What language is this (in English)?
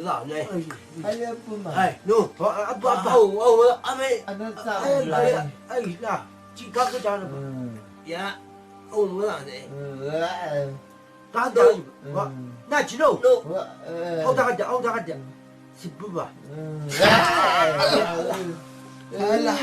Chang Naga